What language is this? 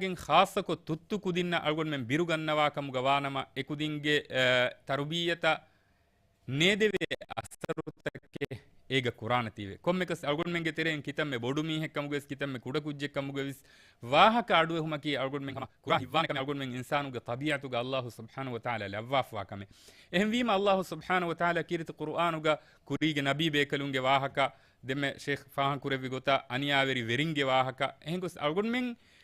Divehi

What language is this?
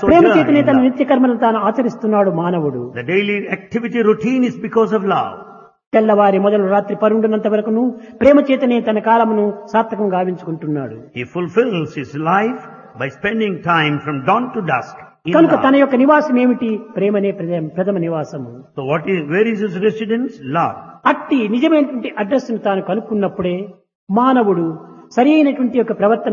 Telugu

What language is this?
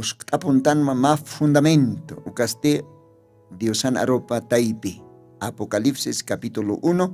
Aymara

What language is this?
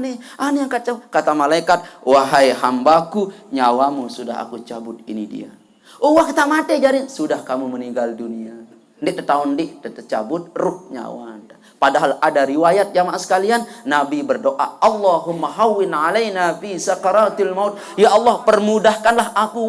Sasak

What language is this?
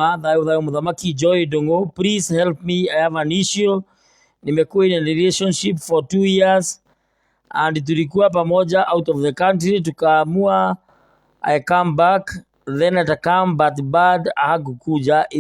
Kikuyu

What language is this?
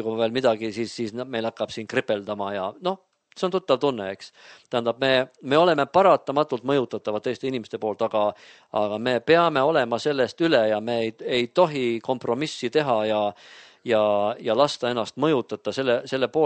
Estonian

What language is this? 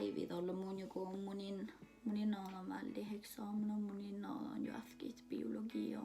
Northern Sami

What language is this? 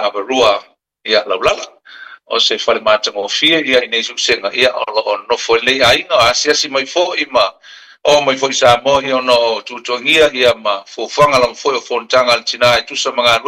Samoan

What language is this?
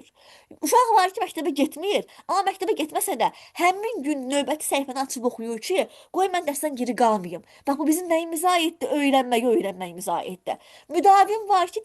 Azerbaijani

